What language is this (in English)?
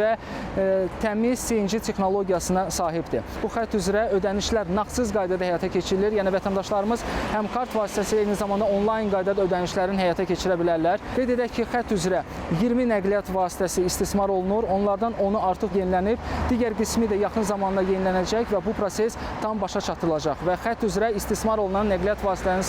Azerbaijani